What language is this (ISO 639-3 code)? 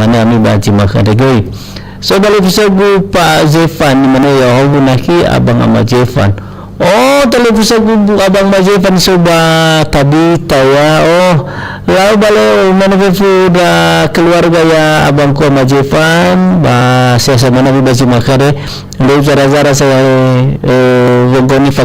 nia